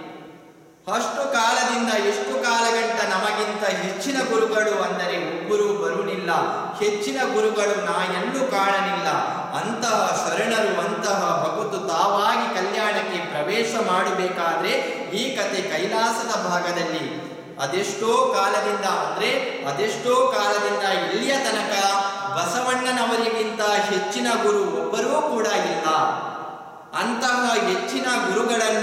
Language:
Kannada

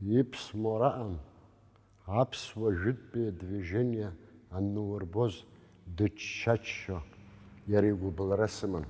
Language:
Abkhazian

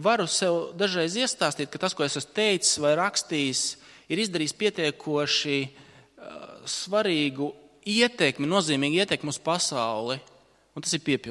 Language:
Latvian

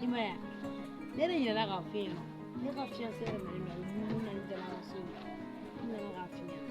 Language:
Bambara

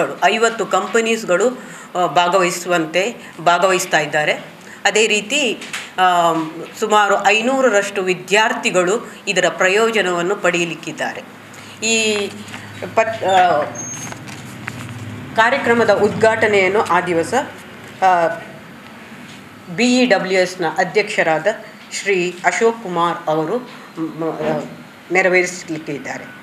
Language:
Kannada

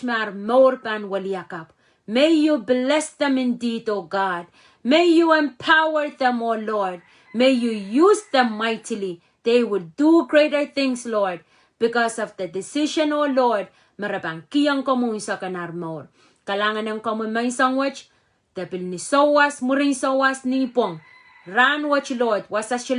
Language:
Pohnpeian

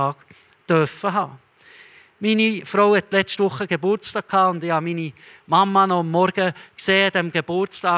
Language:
Swiss German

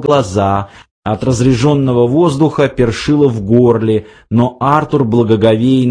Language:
Russian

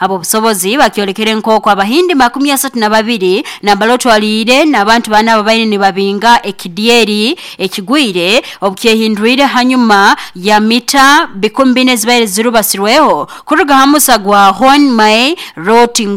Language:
Nyoro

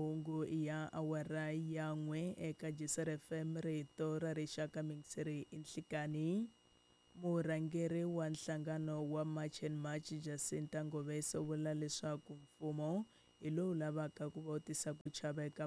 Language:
Tsonga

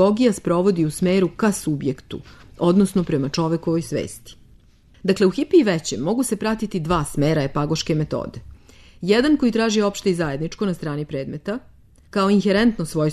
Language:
Serbian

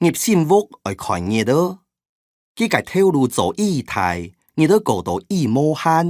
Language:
Hakka Chinese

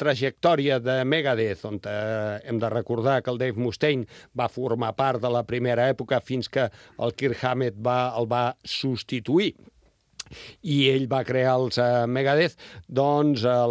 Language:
Catalan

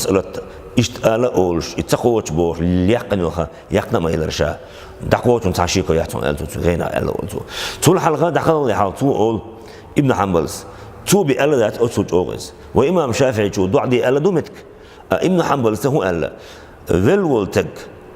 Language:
Chechen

